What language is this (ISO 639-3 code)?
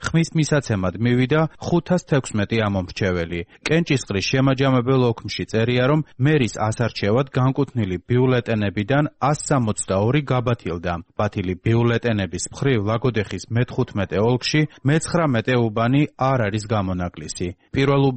kat